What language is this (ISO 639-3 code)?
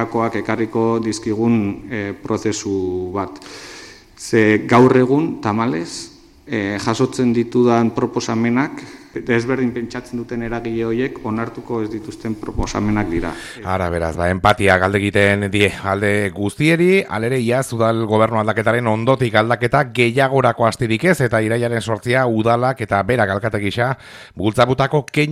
eus